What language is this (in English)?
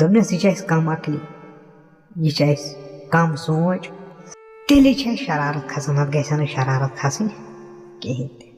Kashmiri